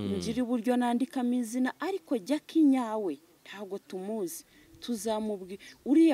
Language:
Kinyarwanda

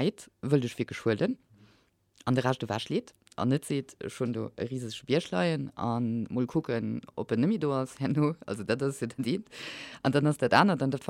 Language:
Luxembourgish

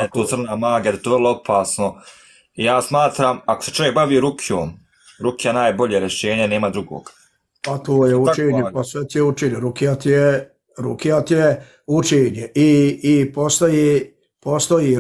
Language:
Bosnian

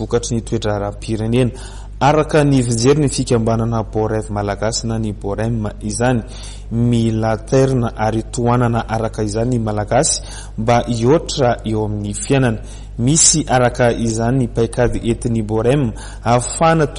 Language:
Malagasy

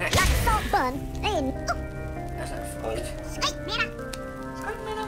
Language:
Faroese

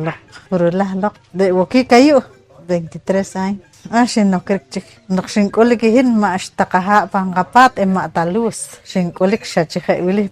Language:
Poqomchi'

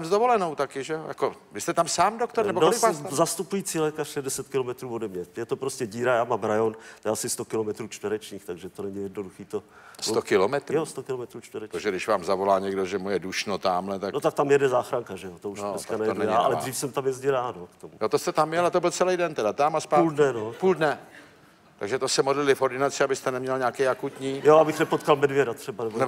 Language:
Czech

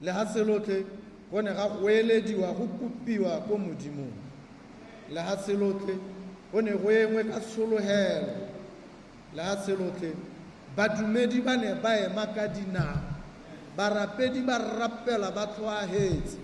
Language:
Tswana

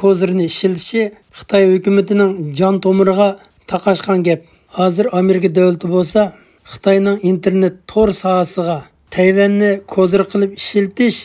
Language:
Uyghur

